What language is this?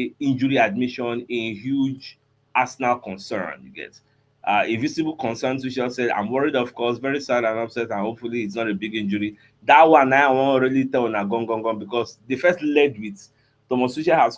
Nigerian Pidgin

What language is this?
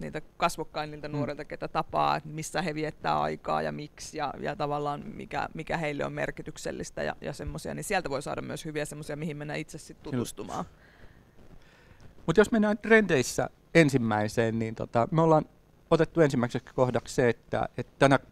Finnish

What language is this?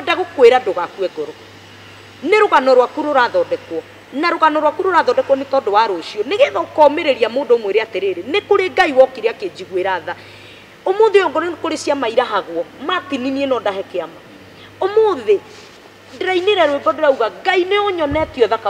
Kikuyu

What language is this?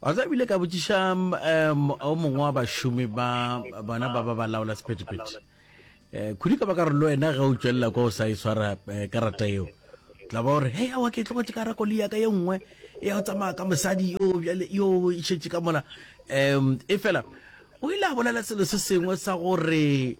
Northern Sotho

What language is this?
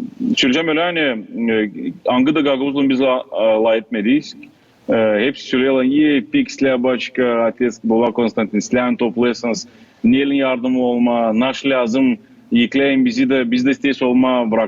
Gagauz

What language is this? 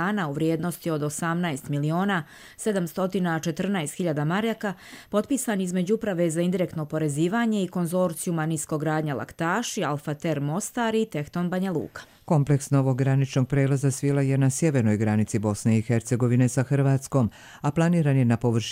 Bosnian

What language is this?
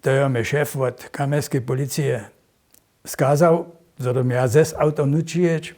Upper Sorbian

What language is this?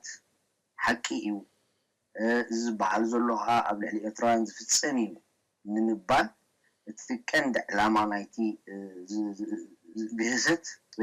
Tigrinya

